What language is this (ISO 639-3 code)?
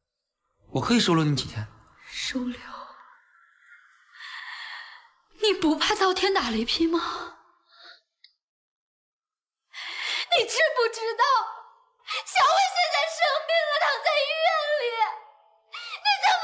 zho